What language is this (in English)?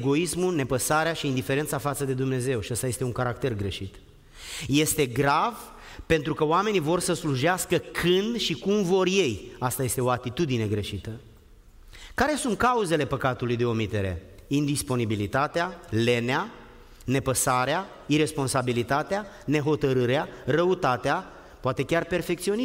Romanian